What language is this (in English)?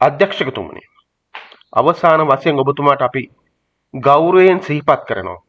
Sinhala